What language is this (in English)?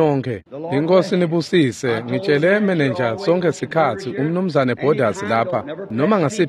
Swati